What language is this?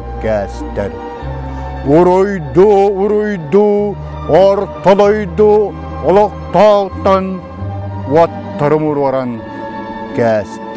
Yakut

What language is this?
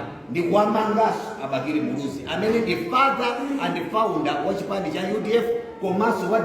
Nyanja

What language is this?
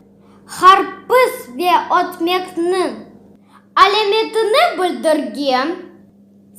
Crimean Tatar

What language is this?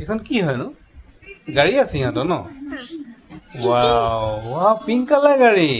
Assamese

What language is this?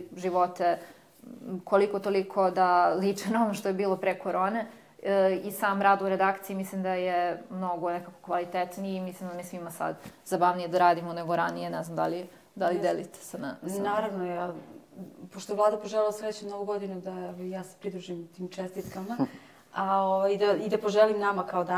Serbian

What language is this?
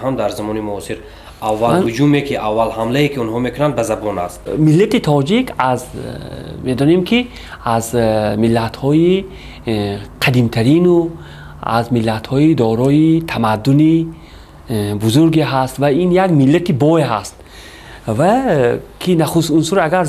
Tajik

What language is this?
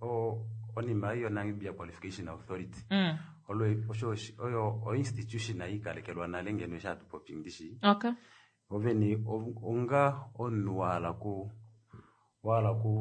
Kuanyama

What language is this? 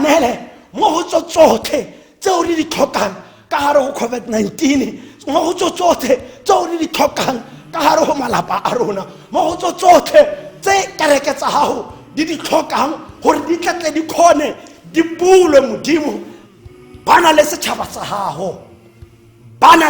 Tswana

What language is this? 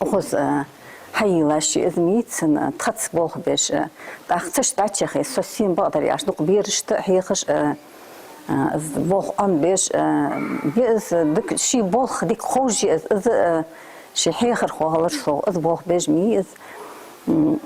Ingush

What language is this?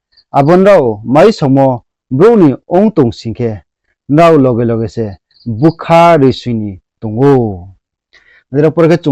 Riang (India)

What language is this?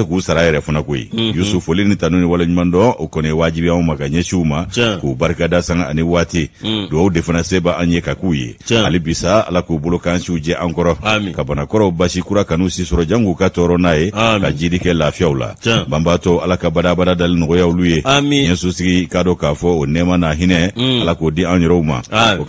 Bambara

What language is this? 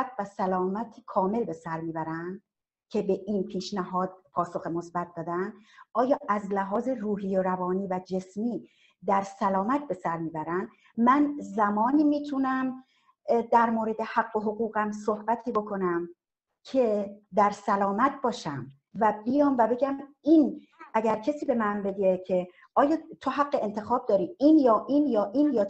Persian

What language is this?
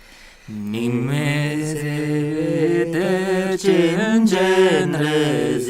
Tuvinian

